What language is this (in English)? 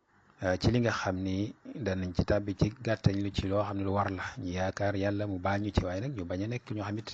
Wolof